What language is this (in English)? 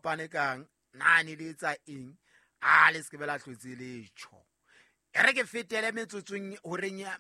Southern Sotho